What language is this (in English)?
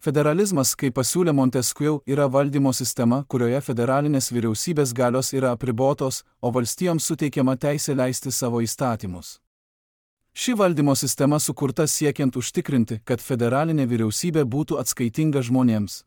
Lithuanian